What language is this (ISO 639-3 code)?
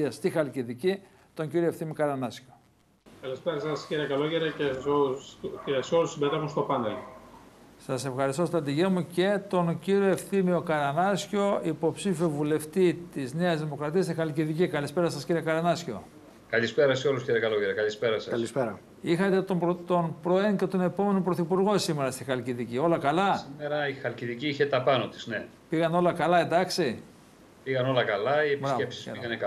ell